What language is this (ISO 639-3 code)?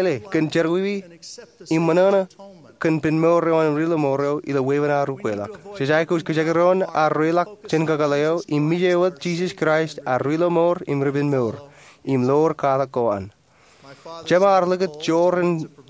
mah